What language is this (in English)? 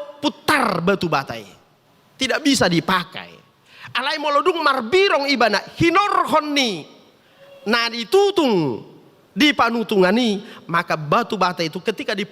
Batak Toba